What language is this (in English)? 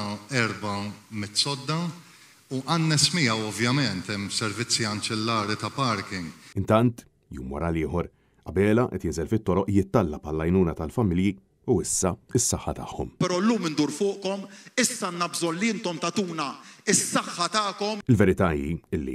Maltese